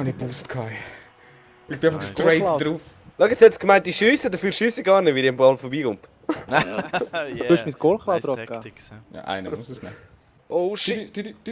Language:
Swiss German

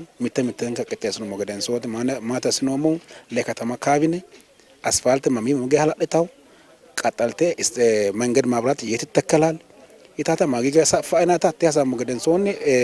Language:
Sidamo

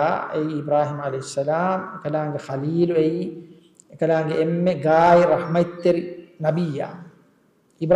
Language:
Divehi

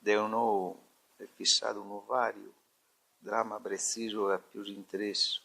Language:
Sardinian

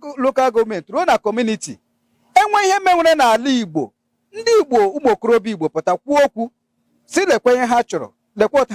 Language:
Igbo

